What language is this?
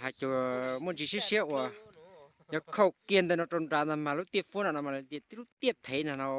Hmong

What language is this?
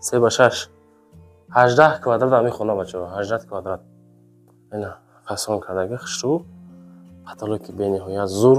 Tajik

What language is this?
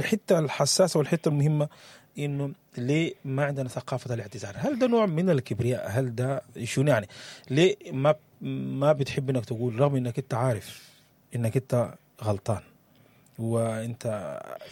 Sudanese Arabic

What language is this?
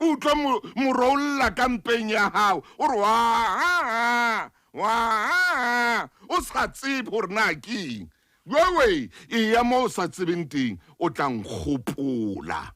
Southern Sotho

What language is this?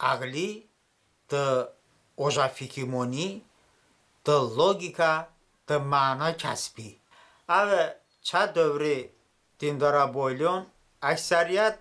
Talysh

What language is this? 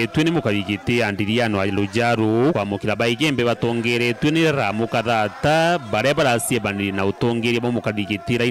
Meru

